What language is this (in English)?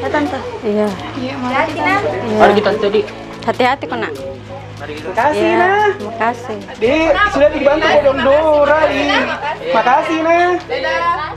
Makassar Malay